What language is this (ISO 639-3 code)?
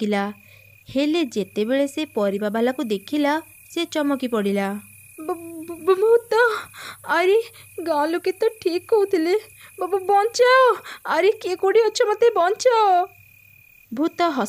ori